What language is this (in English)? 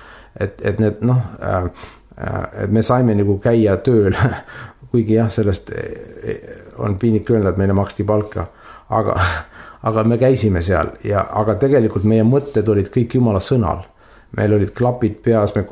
Estonian